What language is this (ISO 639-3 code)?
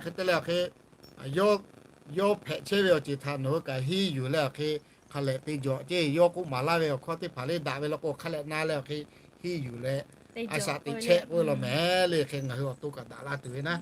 lhu